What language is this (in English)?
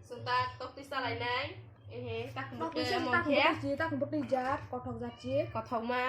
Kok Borok